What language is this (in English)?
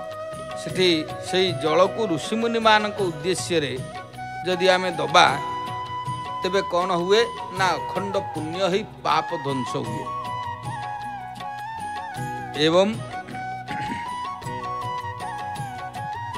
Odia